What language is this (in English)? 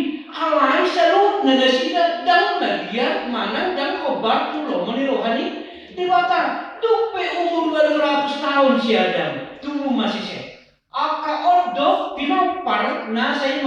Batak Toba